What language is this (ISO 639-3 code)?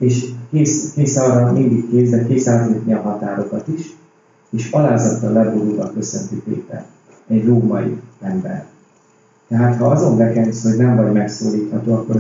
hun